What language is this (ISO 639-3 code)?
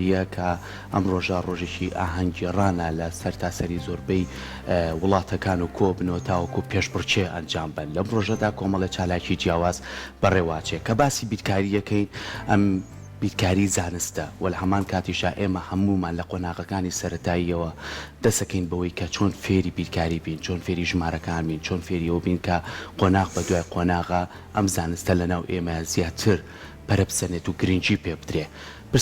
ckb